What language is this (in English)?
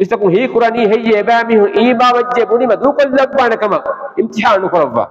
Divehi